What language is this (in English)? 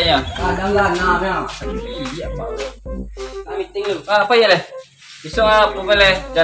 Minangkabau